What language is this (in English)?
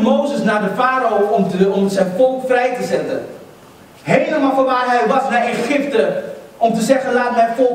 Dutch